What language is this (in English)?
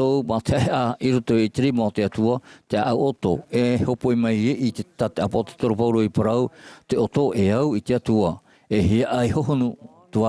Tahitian